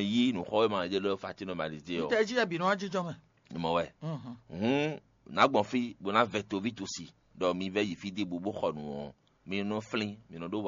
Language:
Fon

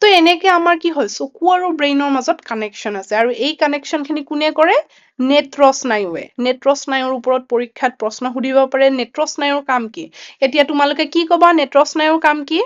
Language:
Assamese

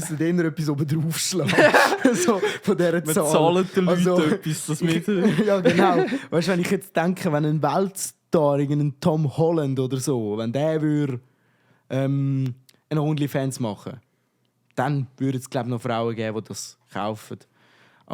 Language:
Swiss German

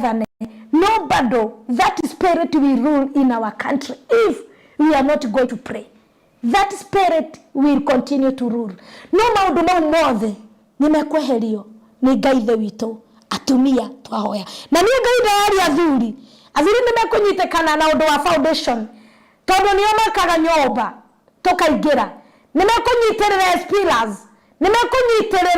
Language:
Kikuyu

